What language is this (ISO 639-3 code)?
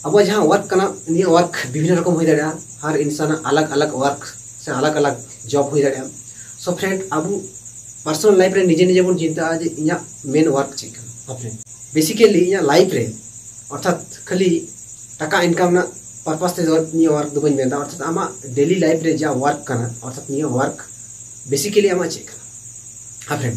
sat